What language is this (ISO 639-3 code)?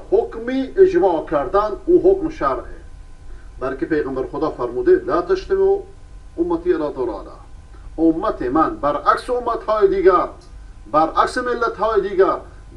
fas